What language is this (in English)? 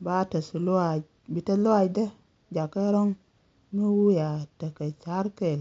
Nuer